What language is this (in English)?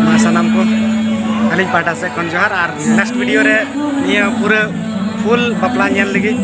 Santali